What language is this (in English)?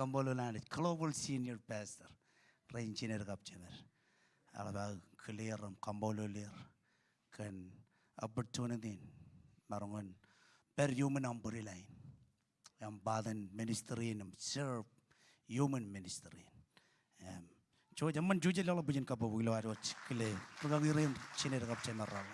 Marshallese